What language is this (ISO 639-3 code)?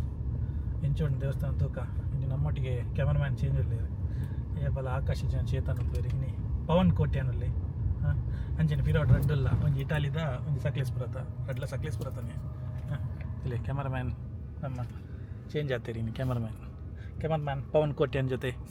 tcy